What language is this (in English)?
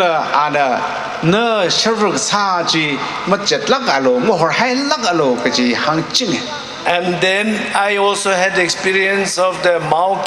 Tangkhul Naga (India)